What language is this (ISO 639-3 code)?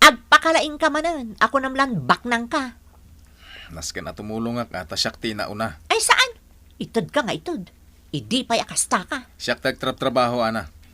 ilo